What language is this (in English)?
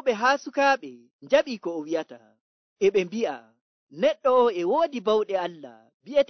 Nigerian Fulfulde